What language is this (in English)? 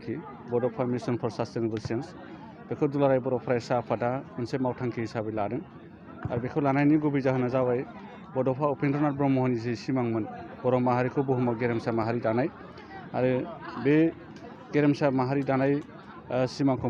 Bodo